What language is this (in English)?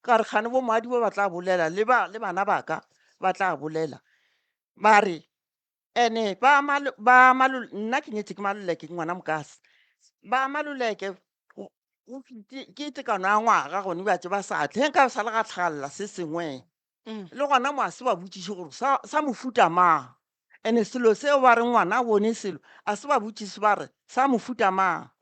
Northern Sotho